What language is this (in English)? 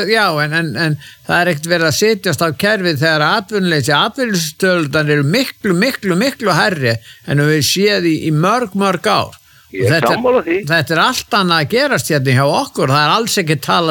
Icelandic